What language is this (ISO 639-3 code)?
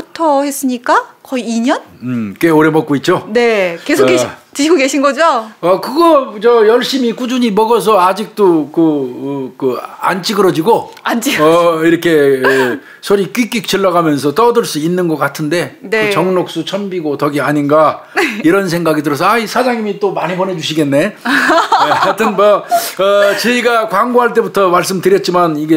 kor